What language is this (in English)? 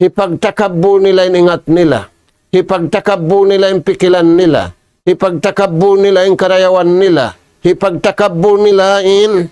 Tausug